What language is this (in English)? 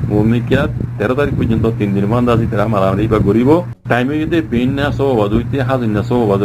Rohingya